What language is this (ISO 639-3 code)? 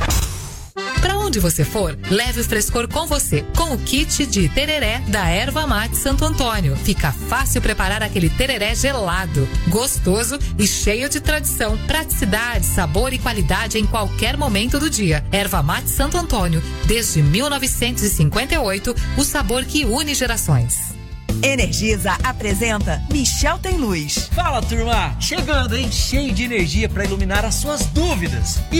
por